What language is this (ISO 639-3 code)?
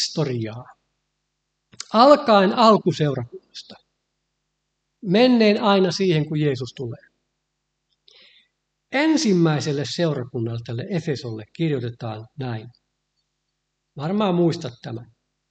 fin